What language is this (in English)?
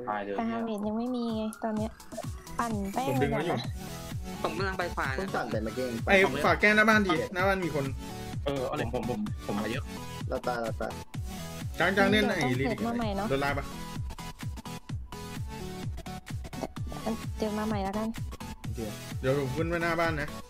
Thai